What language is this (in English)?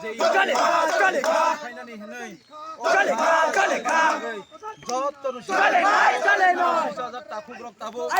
Kok Borok